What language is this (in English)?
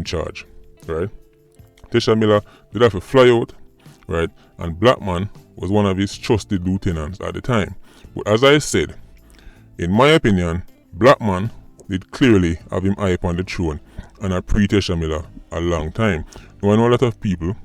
Jamaican Creole English